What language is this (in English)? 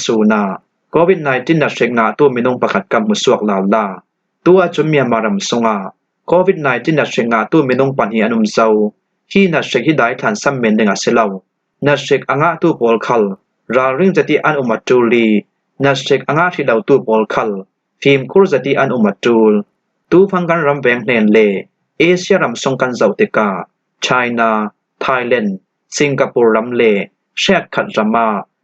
Falam Chin